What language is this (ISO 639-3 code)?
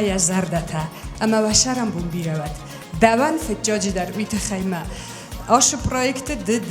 oss